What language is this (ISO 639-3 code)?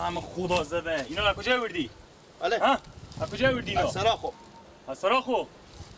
fas